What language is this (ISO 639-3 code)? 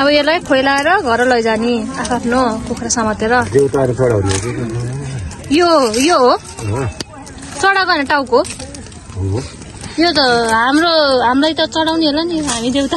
nep